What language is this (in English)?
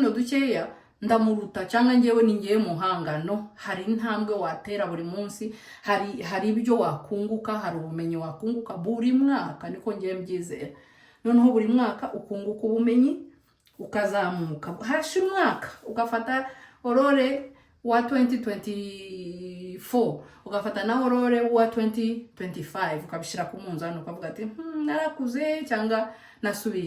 Kinyarwanda